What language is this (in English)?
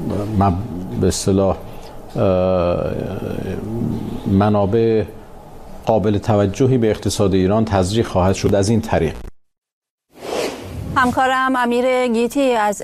Persian